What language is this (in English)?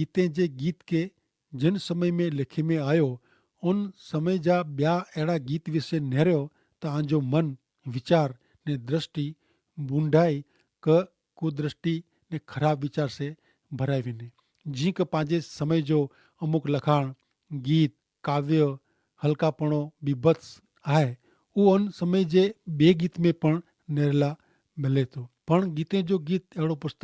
Kachhi